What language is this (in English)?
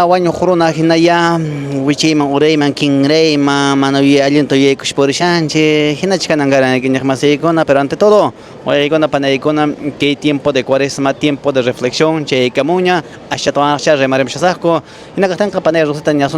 Quechua